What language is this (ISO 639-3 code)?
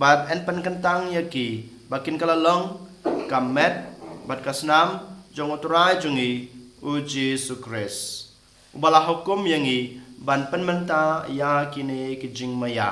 kha